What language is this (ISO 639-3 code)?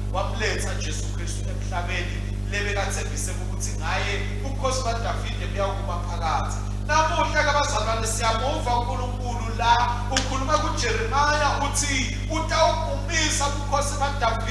ssw